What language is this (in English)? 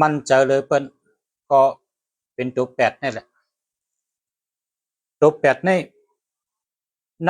Shan